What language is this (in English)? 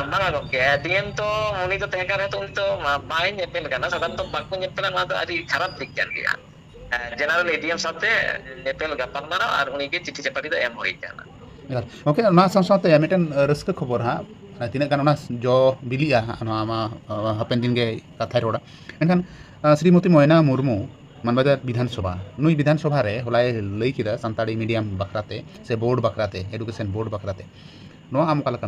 Santali